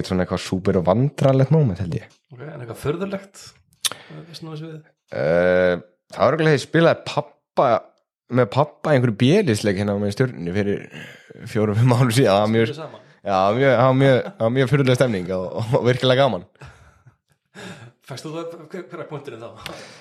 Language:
Icelandic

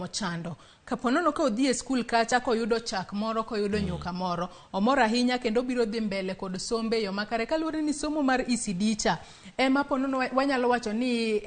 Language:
Luo (Kenya and Tanzania)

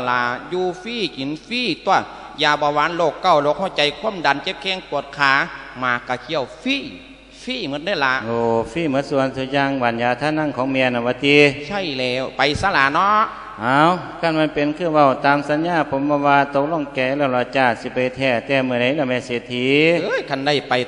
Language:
Lao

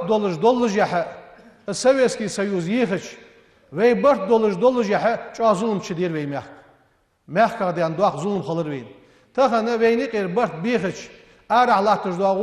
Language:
Ingush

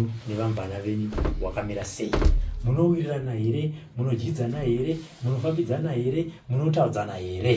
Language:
Shona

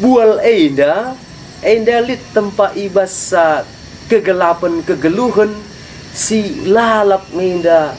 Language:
Batak Karo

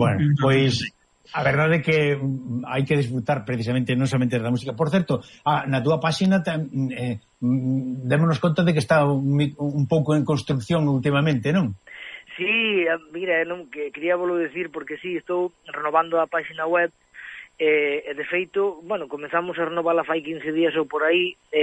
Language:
Galician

